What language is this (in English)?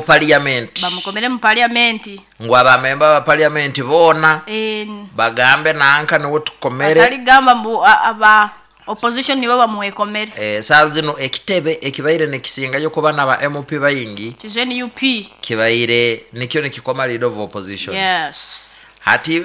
Nyoro